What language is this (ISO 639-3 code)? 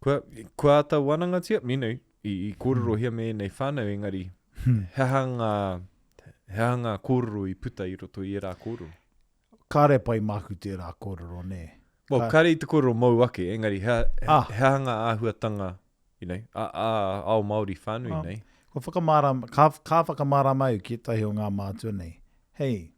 mri